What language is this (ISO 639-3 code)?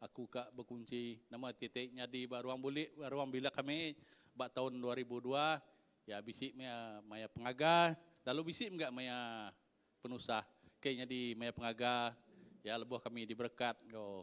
iba